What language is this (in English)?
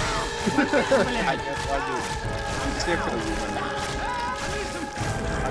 Russian